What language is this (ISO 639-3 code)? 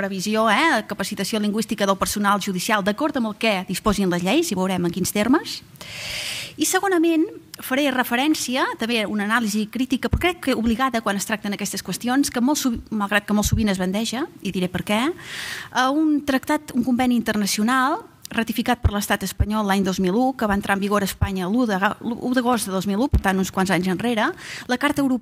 cat